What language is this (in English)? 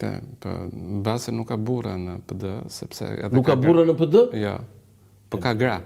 Albanian